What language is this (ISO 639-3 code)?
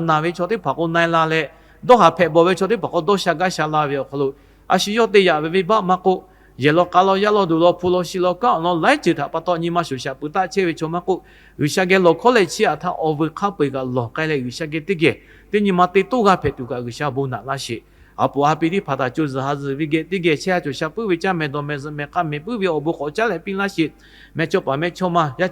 lhu